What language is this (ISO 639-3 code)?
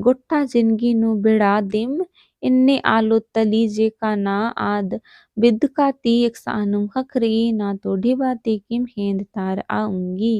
kru